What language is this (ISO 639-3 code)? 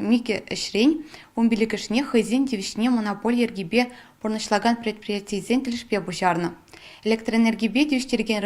chv